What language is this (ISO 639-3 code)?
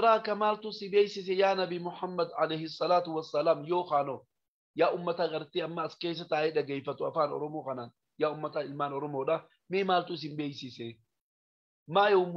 orm